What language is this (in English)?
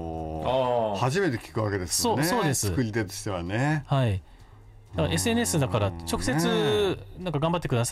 Japanese